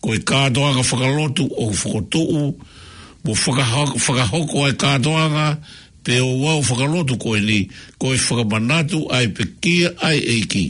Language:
Tongan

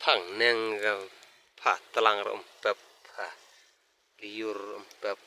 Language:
Khasi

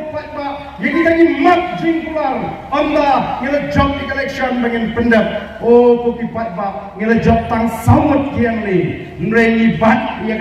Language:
Khasi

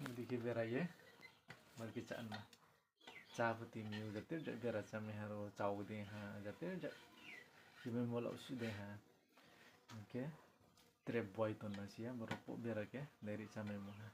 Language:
Riang (India)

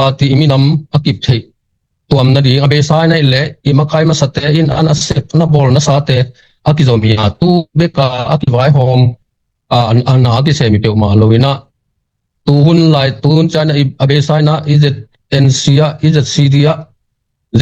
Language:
Tedim Chin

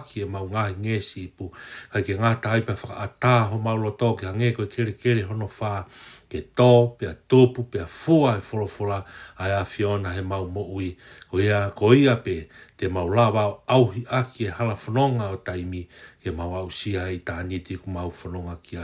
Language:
Tongan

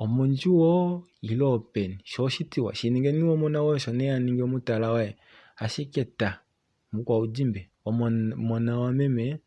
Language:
Kuanyama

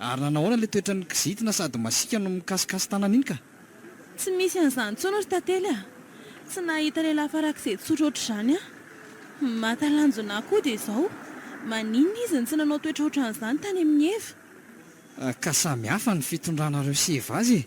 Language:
Malagasy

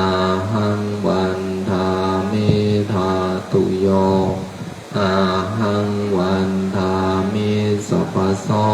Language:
Pali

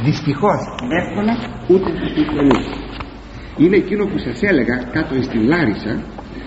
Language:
Greek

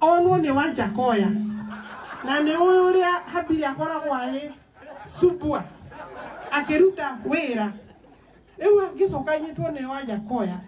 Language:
Kikuyu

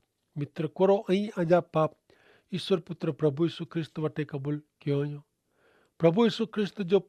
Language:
Kachhi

